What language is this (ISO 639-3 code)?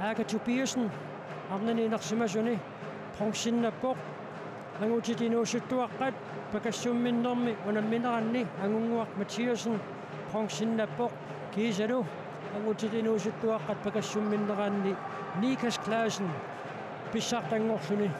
kal